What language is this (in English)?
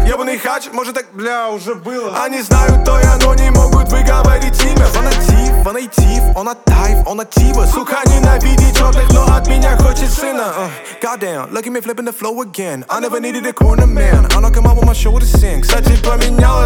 Russian